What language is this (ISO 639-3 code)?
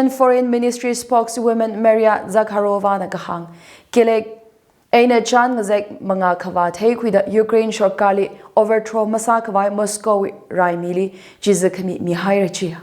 nmf